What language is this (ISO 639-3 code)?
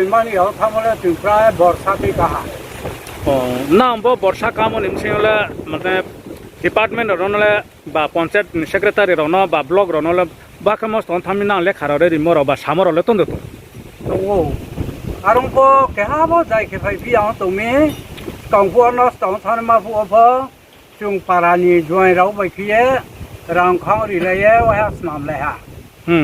ria